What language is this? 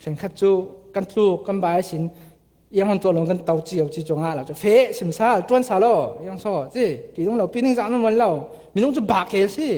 Falam Chin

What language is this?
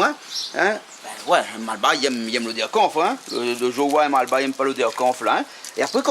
Réunion Creole French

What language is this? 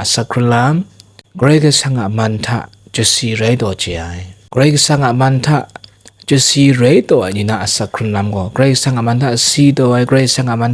Kachin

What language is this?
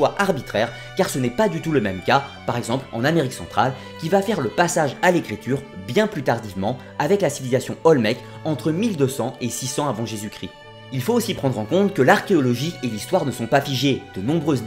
French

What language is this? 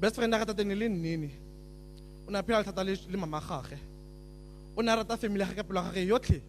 Tswana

